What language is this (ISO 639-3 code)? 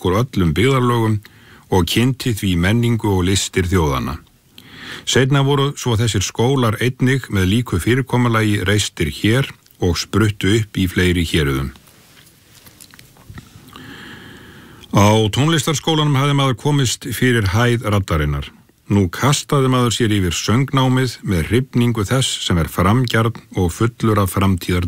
isl